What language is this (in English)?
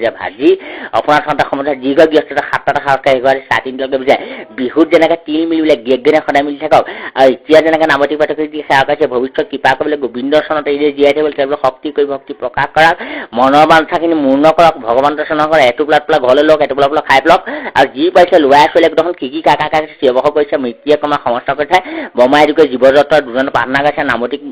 Assamese